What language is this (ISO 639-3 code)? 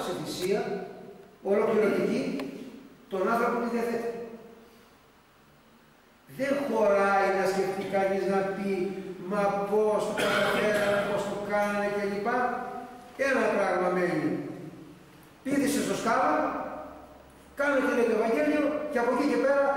ell